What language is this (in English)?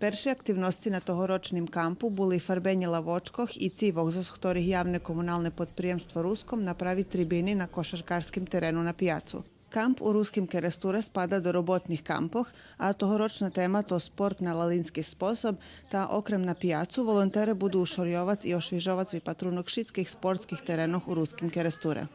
Rusyn